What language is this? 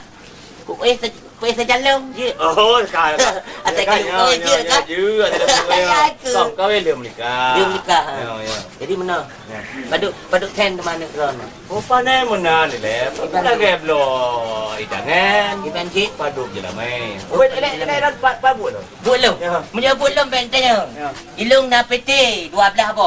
Achinese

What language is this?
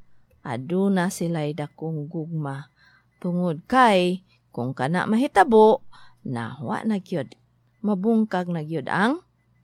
Cebuano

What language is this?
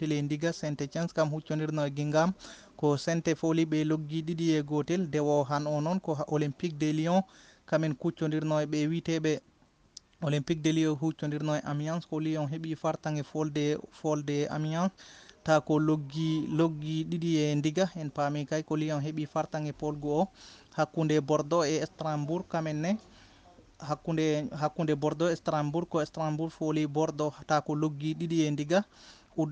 Fula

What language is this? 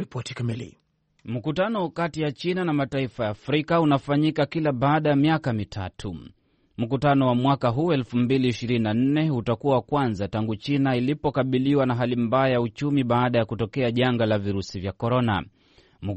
Swahili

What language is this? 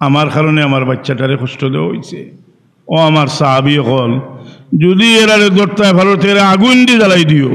Sylheti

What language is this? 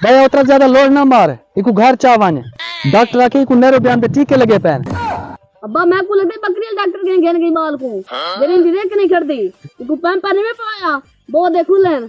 Saraiki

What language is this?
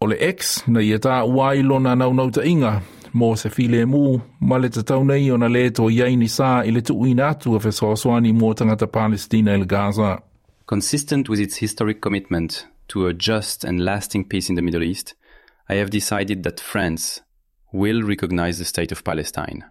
Samoan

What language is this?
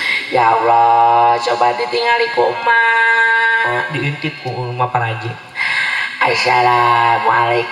Sundanese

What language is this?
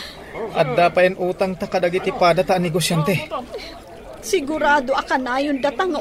Iloko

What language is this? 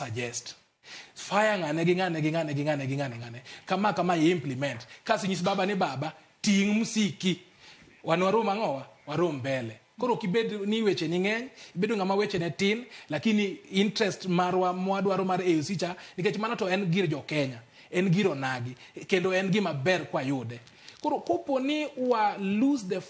Luo (Kenya and Tanzania)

